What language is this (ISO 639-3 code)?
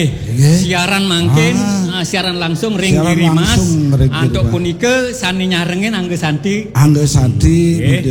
ban